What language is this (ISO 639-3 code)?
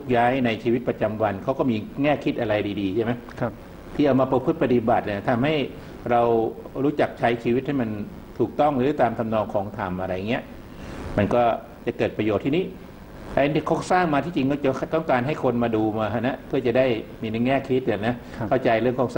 tha